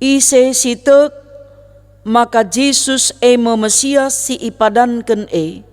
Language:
Batak Karo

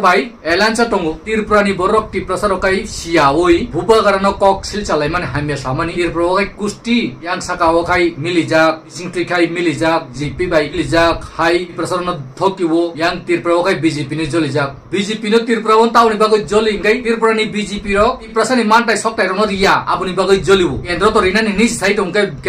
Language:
Kok Borok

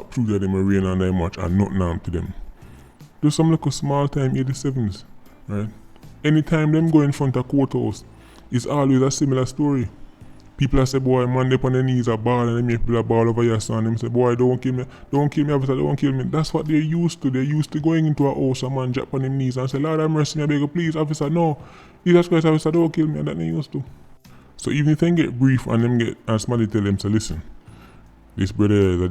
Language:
Jamaican Creole English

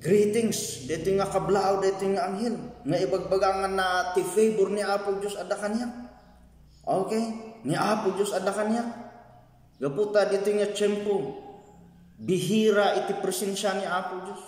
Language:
Iloko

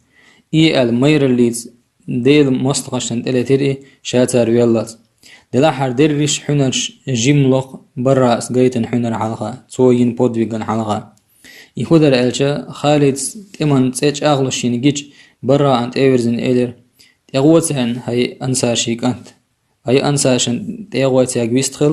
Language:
Chechen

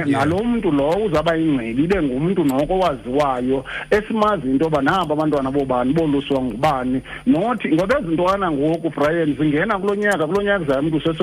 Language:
Xhosa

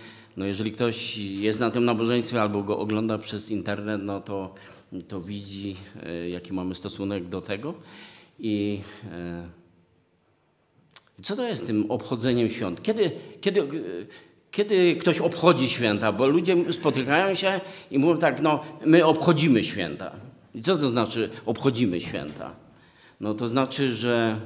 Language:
Polish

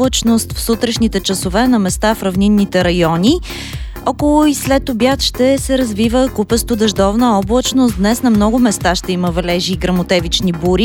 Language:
Bulgarian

